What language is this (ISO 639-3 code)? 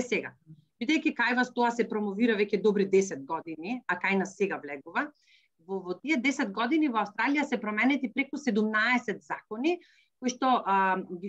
mkd